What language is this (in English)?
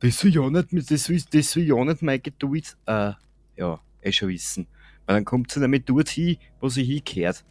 Bavarian